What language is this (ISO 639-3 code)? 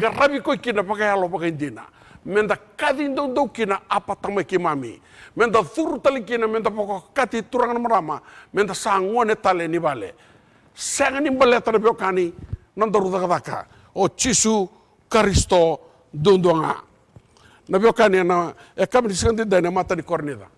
fij